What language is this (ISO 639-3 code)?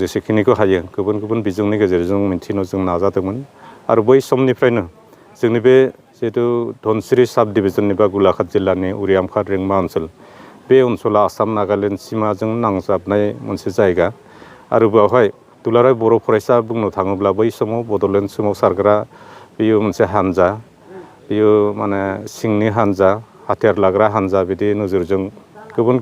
brx